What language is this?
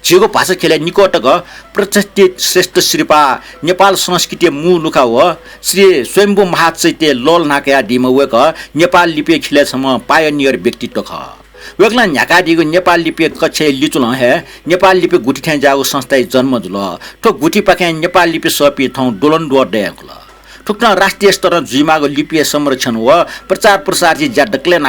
Newari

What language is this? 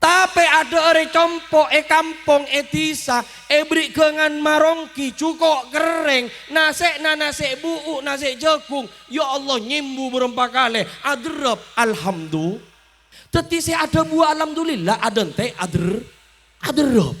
Madurese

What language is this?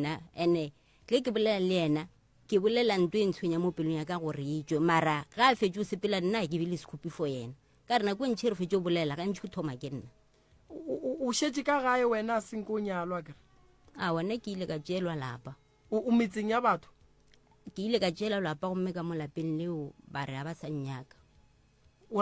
Northern Sotho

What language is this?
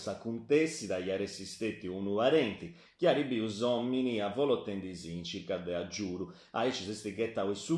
Sardinian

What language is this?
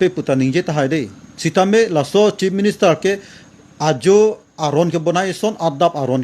Karbi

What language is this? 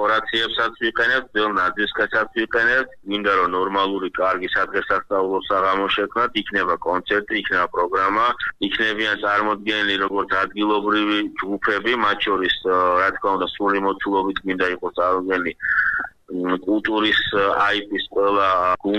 Georgian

